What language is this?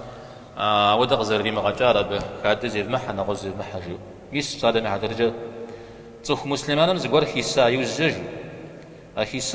Kabardian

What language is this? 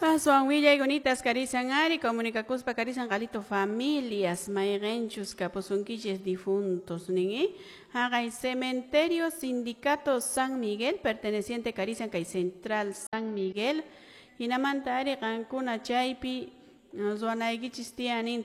Quechua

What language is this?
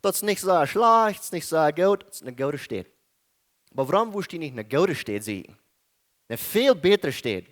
Plautdietsch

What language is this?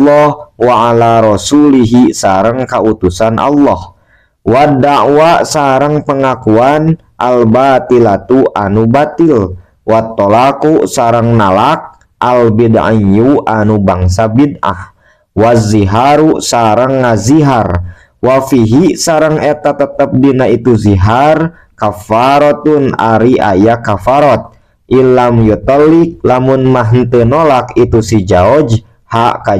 Sundanese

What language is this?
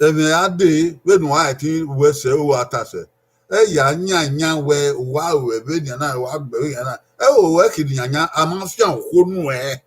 Bini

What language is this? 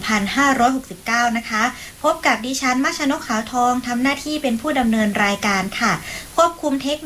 Thai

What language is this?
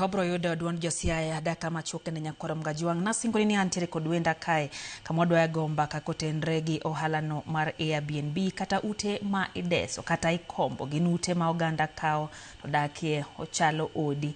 Luo (Kenya and Tanzania)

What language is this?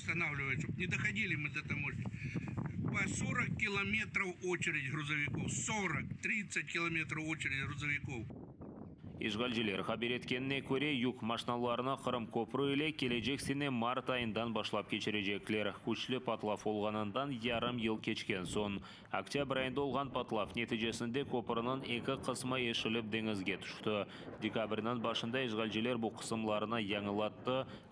Crimean Tatar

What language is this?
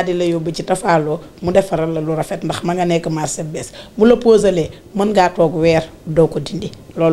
Wolof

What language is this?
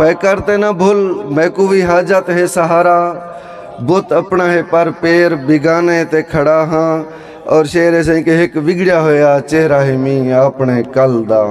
Saraiki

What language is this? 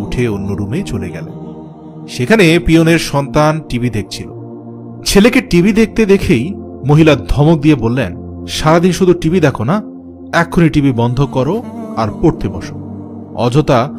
Bangla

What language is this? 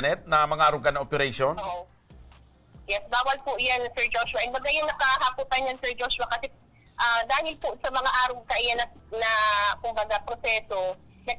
Bikol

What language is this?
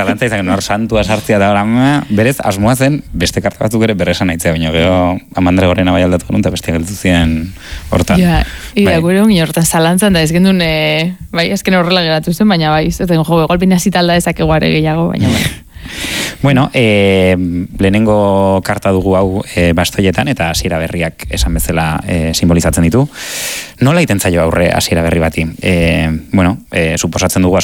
Basque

